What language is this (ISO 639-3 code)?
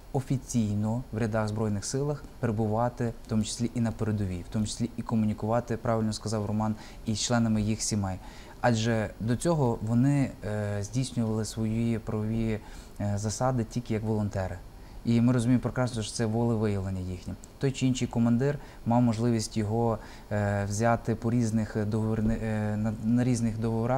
ukr